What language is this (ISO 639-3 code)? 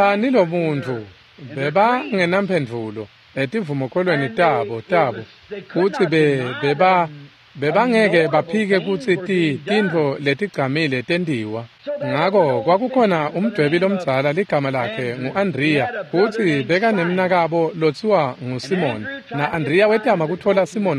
ssw